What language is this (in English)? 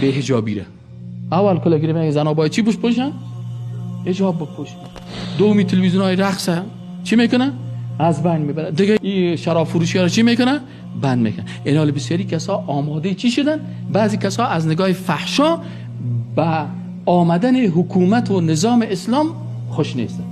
Persian